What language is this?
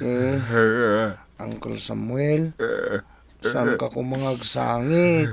Iloko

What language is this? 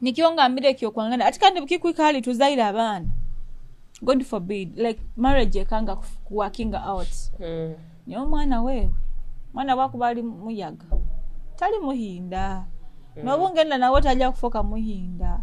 Nyoro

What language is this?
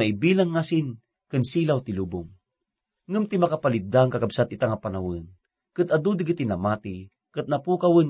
Iloko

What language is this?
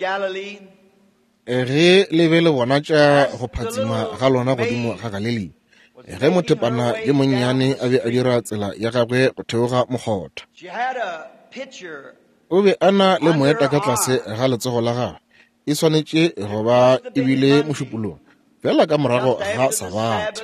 Northern Sotho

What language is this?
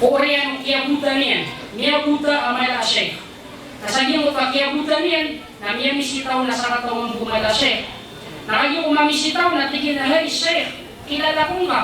Maranao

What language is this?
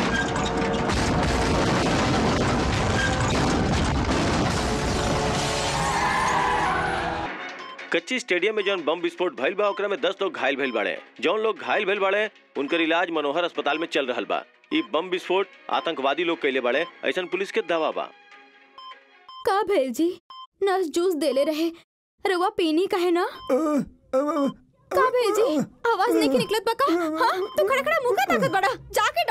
Bhojpuri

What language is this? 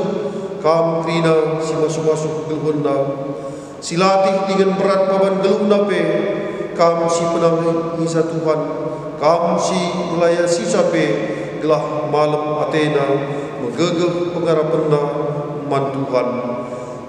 Batak Karo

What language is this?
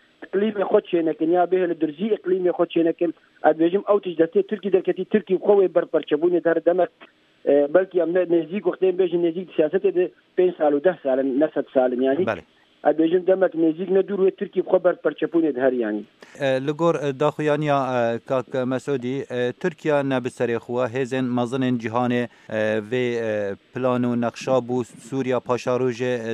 Kurdish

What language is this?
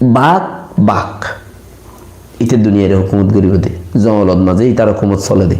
Rohingya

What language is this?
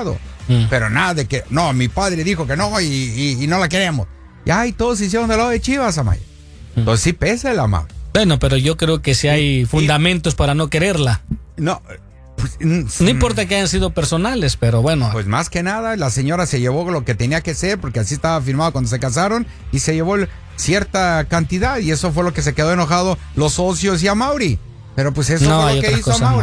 Spanish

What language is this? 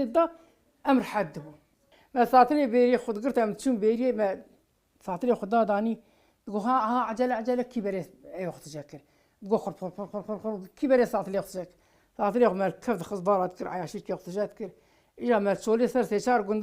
Kurdish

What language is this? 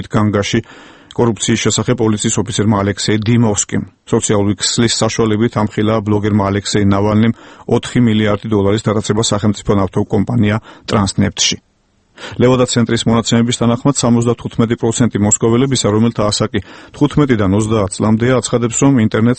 Georgian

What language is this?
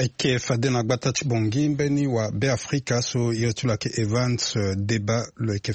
Sango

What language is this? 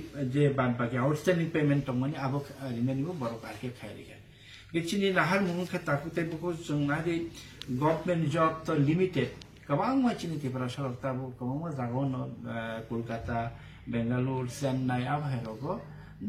Kok Borok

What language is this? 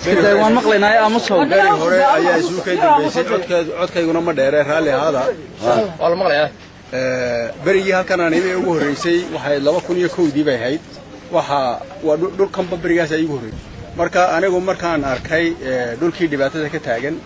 Somali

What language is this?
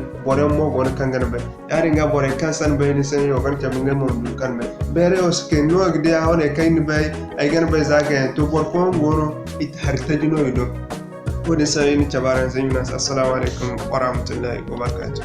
Zarma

